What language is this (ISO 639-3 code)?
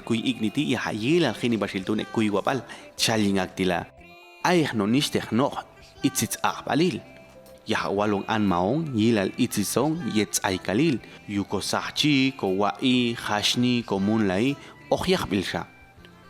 jac